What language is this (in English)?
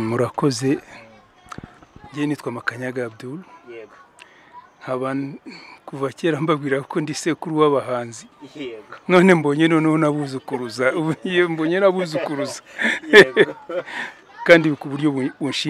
Kinyarwanda